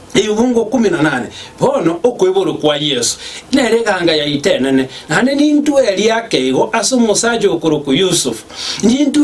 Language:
Gusii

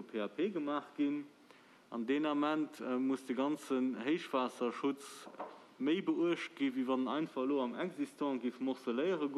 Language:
Luxembourgish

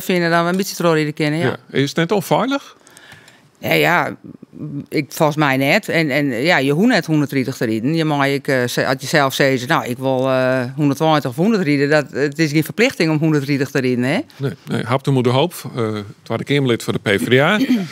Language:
Western Frisian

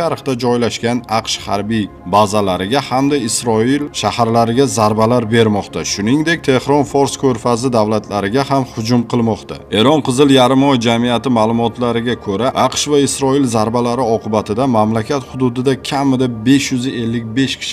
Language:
Uzbek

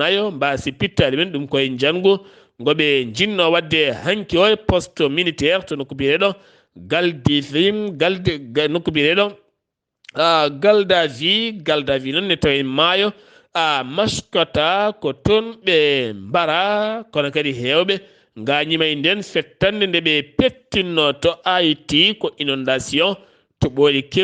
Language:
Fula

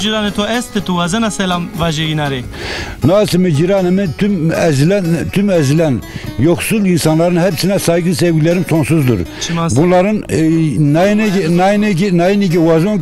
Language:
Zaza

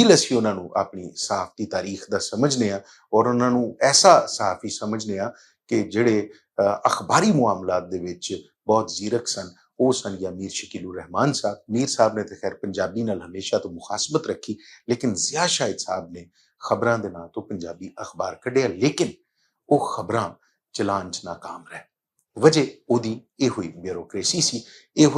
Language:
Western Panjabi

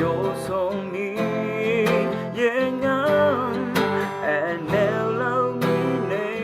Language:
Akha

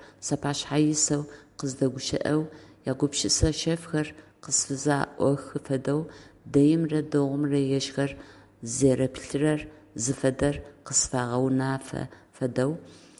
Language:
Adyghe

